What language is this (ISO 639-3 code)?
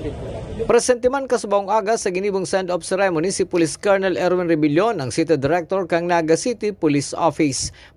bik